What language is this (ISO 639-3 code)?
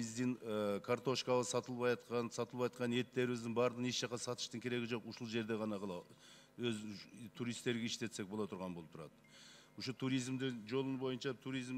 kir